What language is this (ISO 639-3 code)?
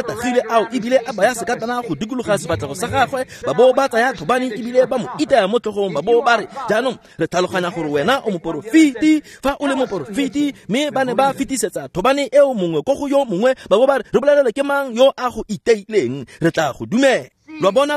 tsn